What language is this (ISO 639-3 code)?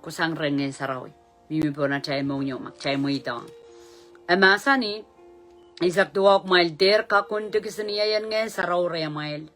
pon